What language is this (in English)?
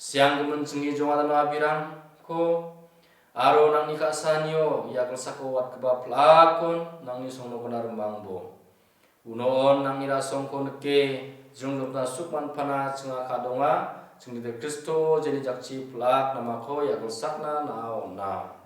Garo